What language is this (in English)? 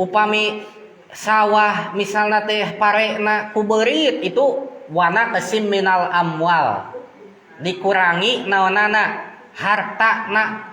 Sundanese